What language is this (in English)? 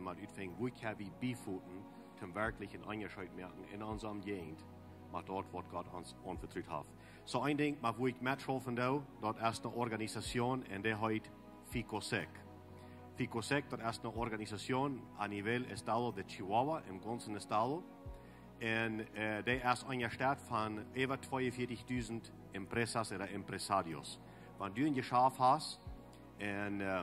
Plautdietsch